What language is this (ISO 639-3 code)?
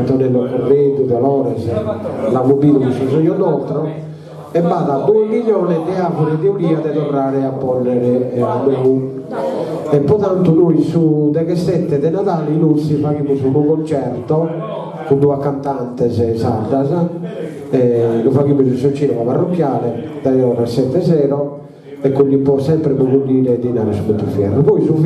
srd